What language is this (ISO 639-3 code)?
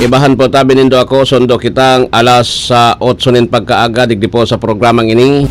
bik